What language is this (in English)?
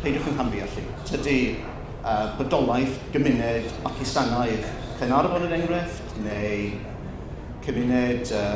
Welsh